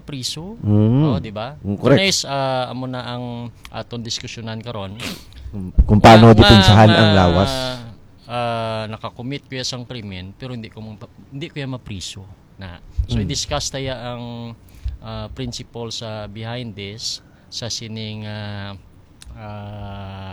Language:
Hiligaynon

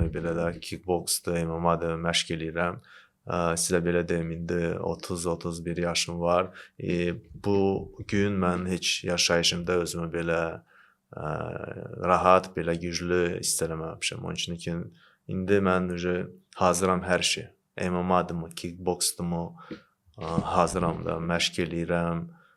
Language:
Azerbaijani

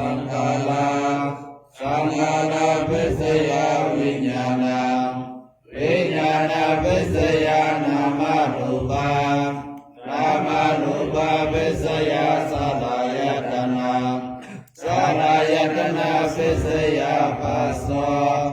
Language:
Pali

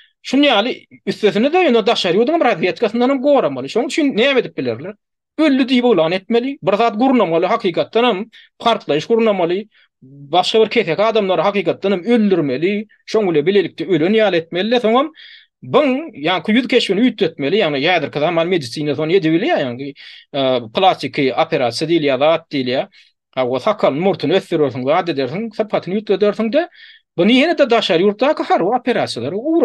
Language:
Turkmen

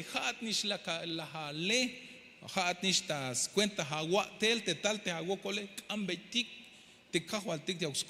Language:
Tzeltal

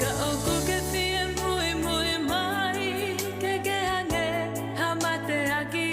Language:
Tongan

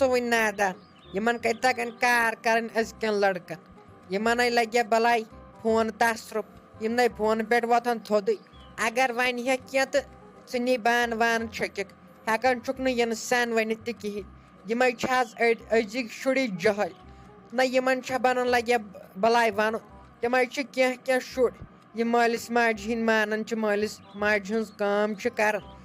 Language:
Kashmiri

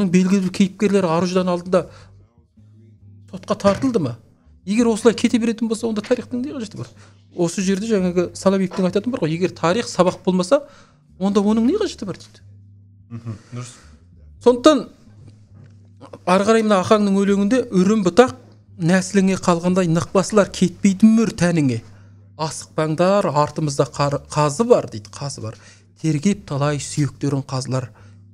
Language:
Kazakh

